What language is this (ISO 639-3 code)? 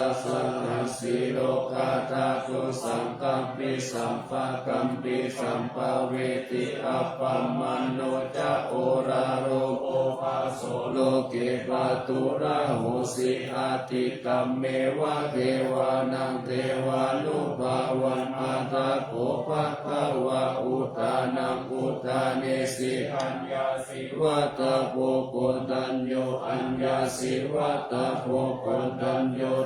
pli